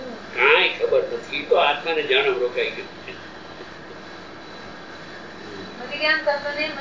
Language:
Gujarati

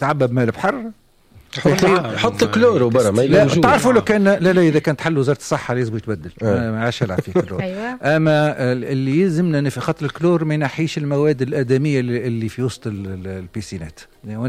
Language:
Tunisian Arabic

